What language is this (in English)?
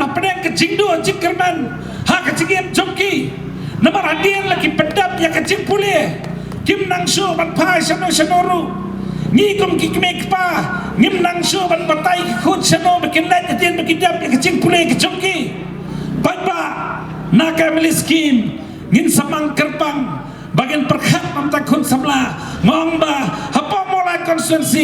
Khasi